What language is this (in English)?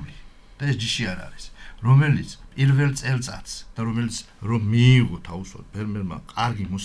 Georgian